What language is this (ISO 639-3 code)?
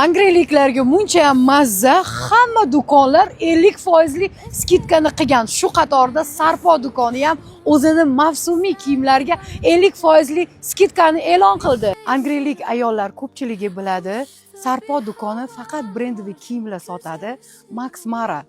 uzb